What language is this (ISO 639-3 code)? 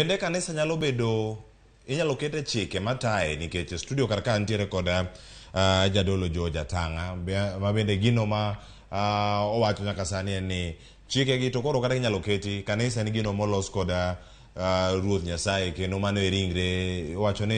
luo